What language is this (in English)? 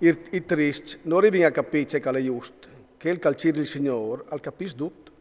Friulian